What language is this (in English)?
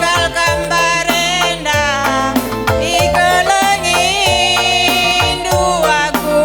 Batak Karo